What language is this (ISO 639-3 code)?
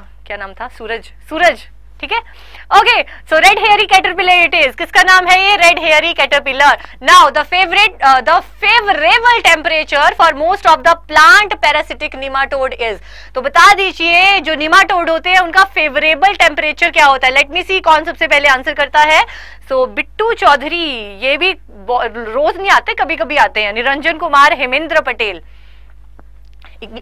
hin